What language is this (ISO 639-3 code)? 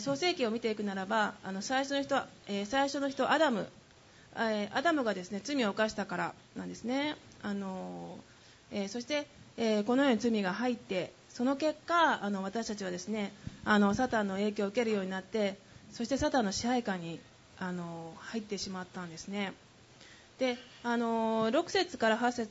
jpn